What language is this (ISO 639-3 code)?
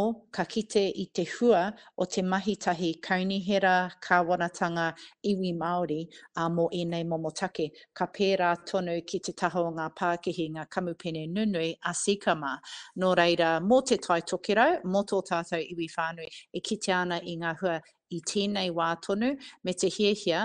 mri